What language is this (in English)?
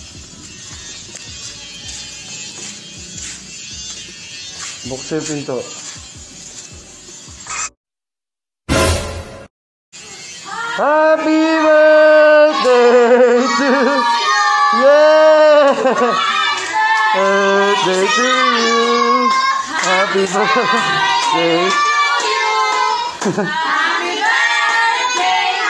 Filipino